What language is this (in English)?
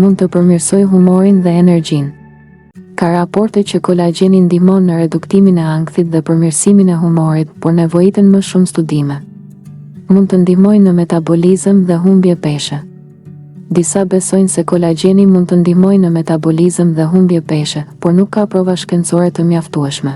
Albanian